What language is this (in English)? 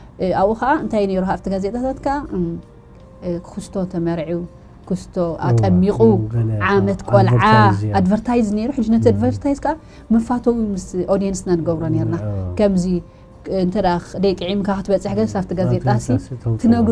Tigrinya